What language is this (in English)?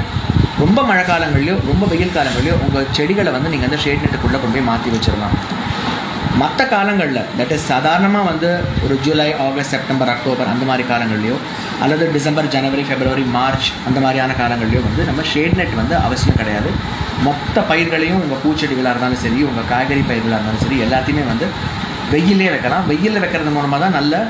Tamil